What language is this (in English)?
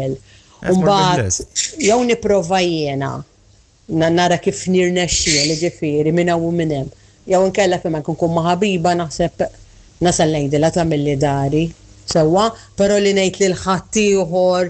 Maltese